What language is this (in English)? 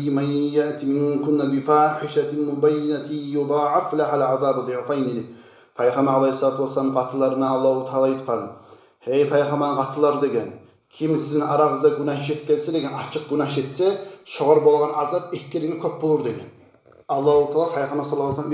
Kumyk